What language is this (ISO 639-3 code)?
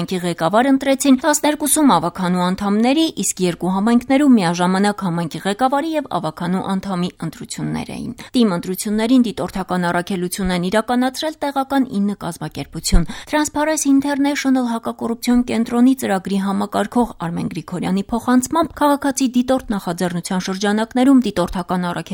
hye